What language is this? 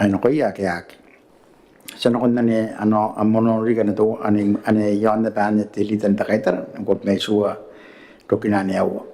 Gilbertese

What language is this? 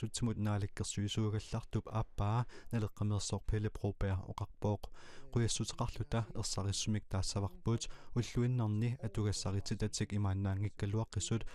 Kalaallisut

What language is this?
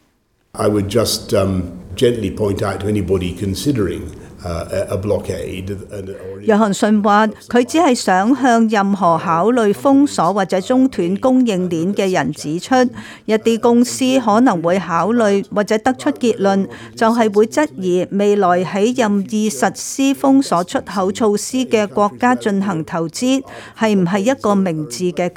Cantonese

